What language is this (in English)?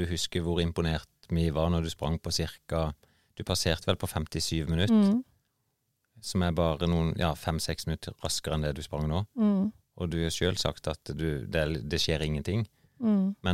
Norwegian